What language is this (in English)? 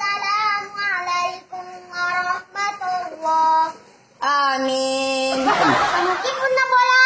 Buginese